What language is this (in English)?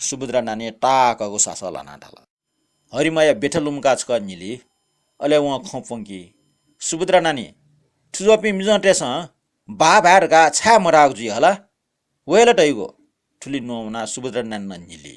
Newari